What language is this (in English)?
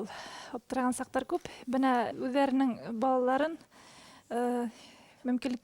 Bashkir